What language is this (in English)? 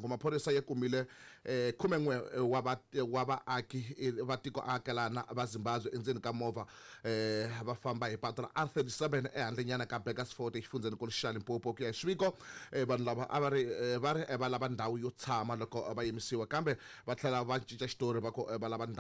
Tsonga